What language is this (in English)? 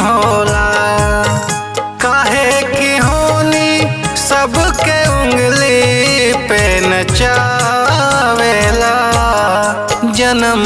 Bhojpuri